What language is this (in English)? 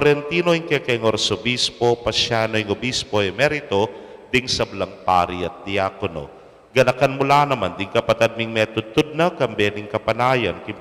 Pampanga